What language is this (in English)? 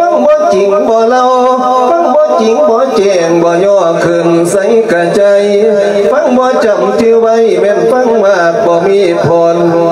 Lao